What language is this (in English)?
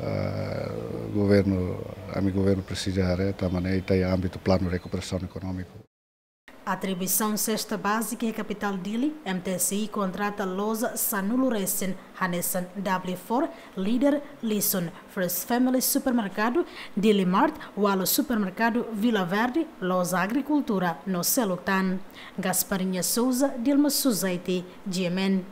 Tetum